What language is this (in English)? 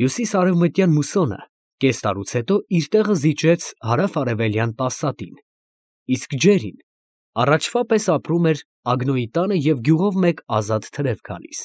Armenian